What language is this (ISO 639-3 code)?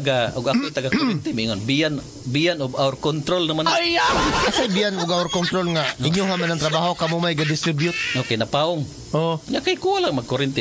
ceb